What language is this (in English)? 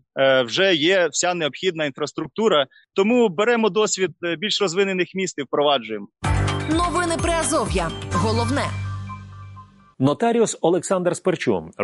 Ukrainian